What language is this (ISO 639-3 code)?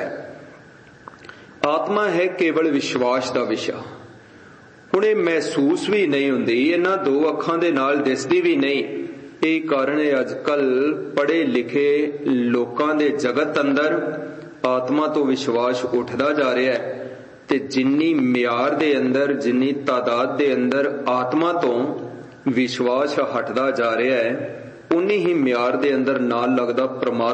pan